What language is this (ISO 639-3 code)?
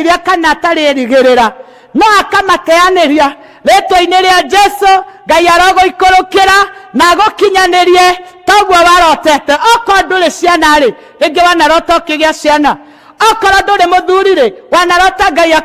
kik